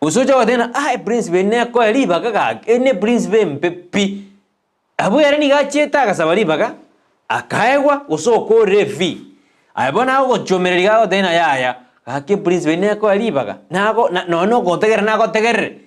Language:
Gusii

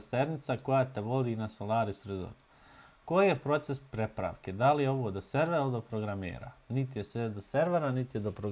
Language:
Bosnian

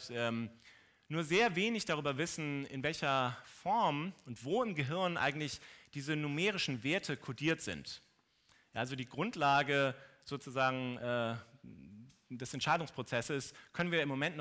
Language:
German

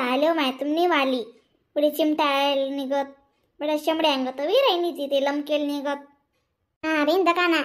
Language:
Khandesi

